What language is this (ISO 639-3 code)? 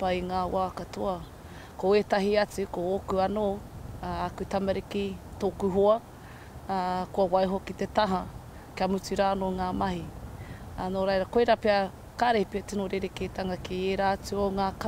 mri